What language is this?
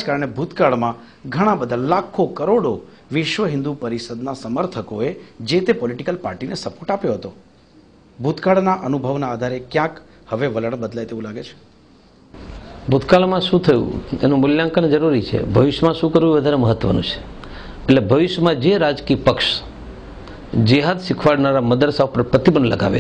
Gujarati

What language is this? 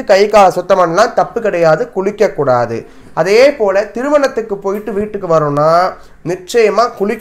Tamil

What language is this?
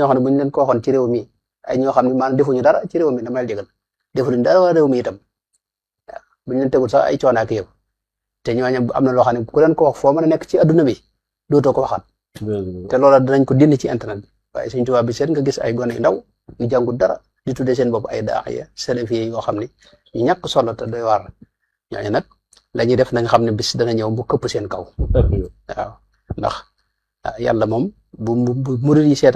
Wolof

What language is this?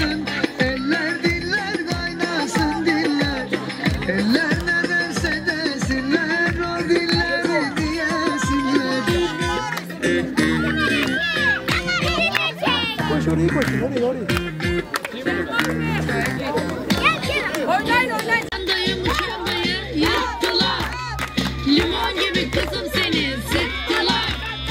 Turkish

